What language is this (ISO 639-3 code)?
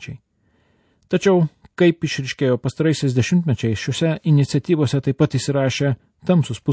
lit